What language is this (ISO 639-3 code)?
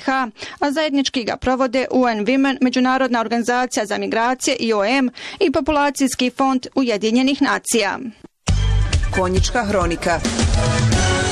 bos